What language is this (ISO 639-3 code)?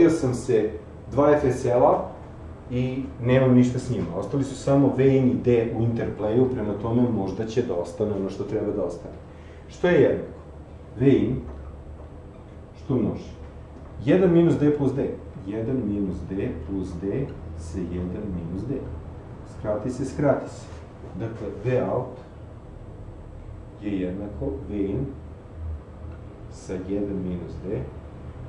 srp